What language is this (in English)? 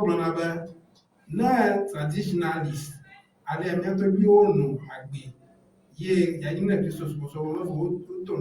Ewe